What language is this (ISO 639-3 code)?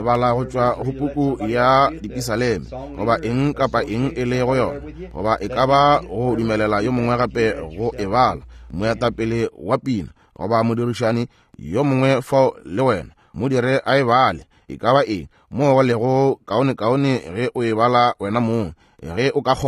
nso